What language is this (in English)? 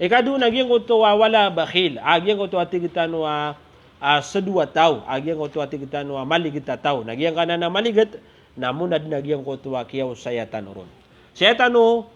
Maranao